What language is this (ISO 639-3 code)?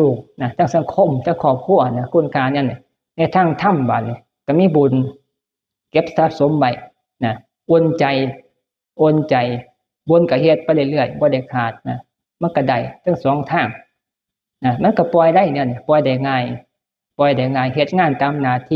tts